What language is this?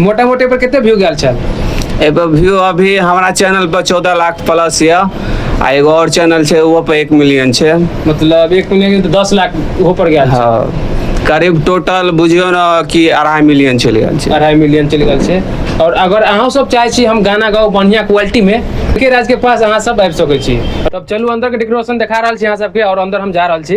Maithili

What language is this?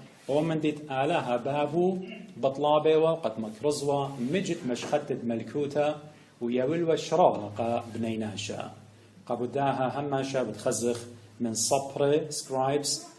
Assyrian Neo-Aramaic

